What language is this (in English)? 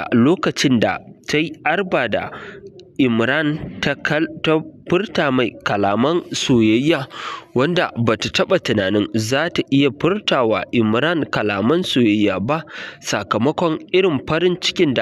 Hausa